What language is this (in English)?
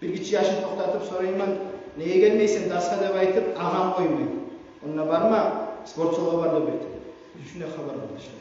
Kumyk